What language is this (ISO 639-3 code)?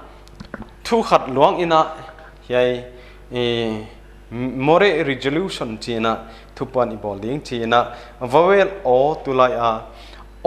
pck